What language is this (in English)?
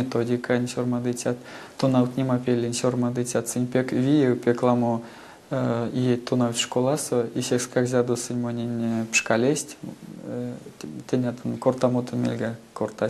Erzya